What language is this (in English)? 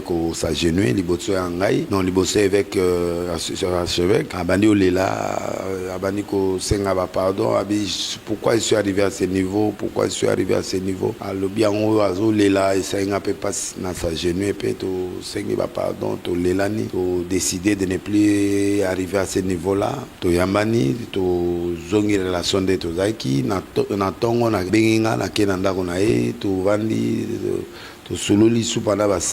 Lingala